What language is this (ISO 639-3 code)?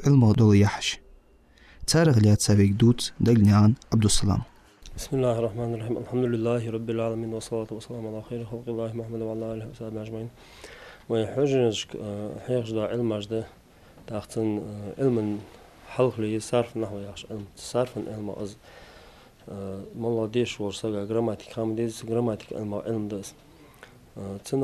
inh